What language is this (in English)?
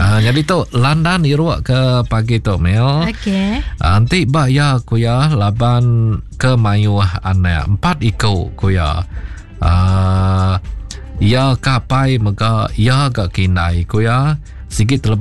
Iban